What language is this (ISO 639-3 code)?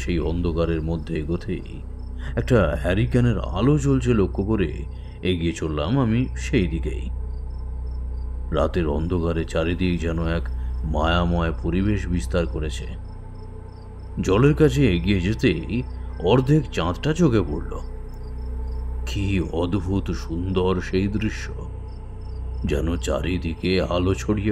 ben